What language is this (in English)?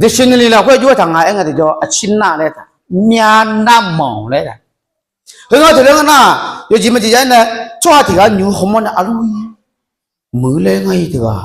Akha